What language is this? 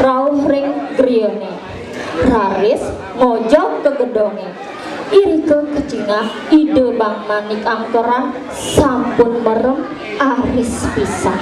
Balinese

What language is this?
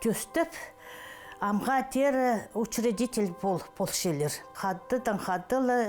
Khakas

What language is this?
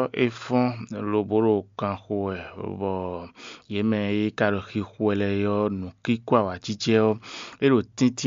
Fon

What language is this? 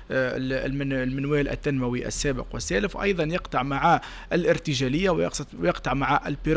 Tunisian Arabic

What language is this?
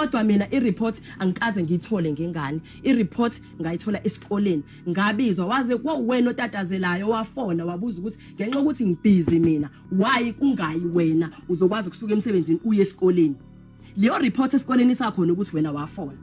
Zulu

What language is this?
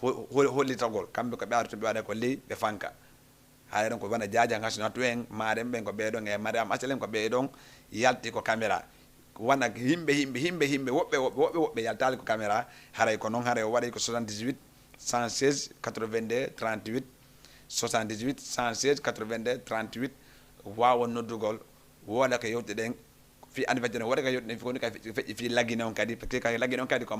Fula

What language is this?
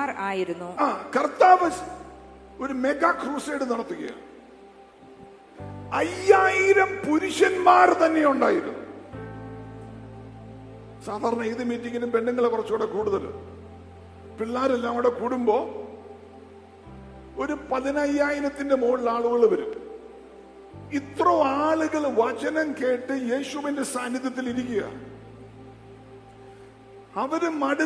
Malayalam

